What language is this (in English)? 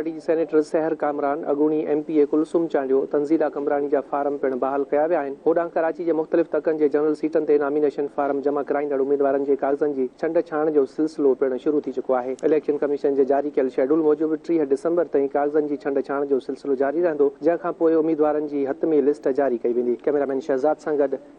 Sindhi